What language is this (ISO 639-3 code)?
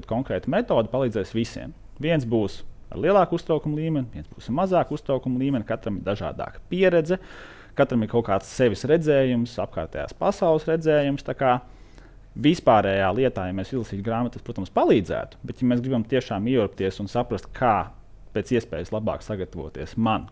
lav